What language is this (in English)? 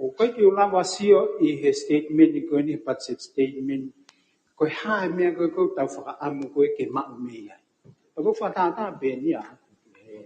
Tongan